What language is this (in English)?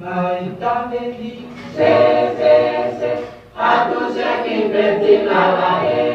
Kuanyama